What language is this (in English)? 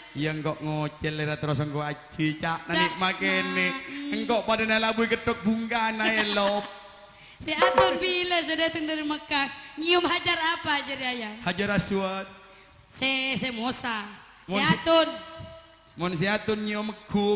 Madurese